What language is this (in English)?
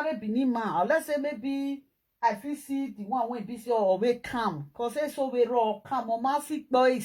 Nigerian Pidgin